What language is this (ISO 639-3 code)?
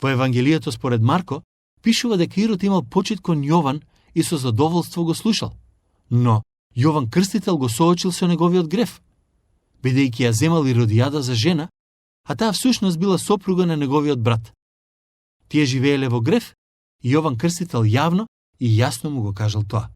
mkd